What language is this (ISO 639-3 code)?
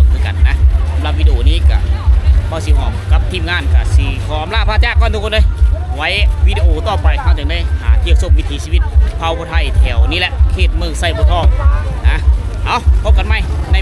lao